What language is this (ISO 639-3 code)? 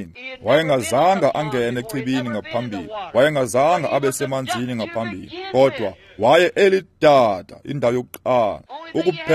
xho